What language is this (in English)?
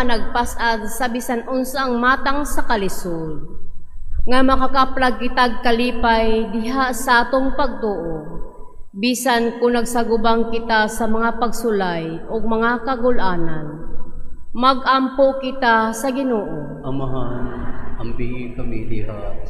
Cebuano